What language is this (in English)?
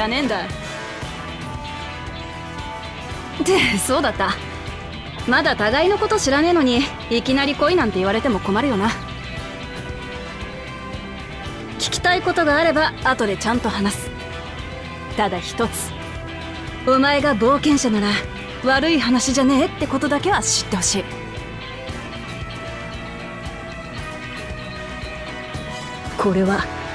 Japanese